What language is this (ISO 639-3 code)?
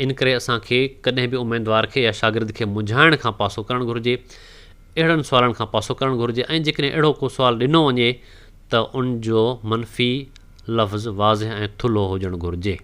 snd